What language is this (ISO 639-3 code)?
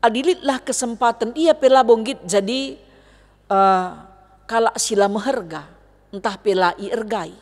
btx